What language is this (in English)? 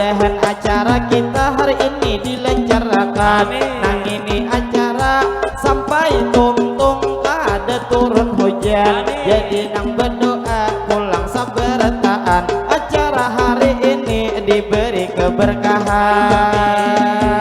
Banjar